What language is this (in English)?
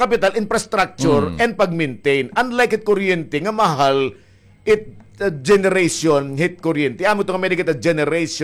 Waray